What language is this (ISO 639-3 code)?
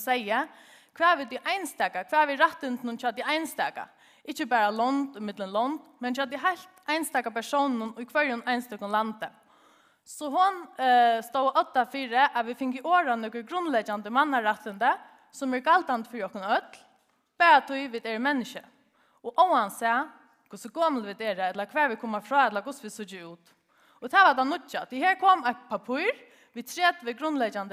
fao